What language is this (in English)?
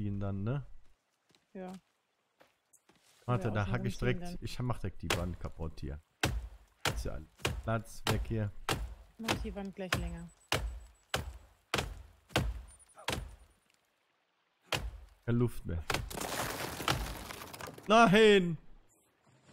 German